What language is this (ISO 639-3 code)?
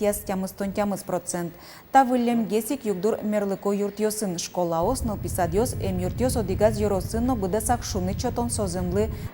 udm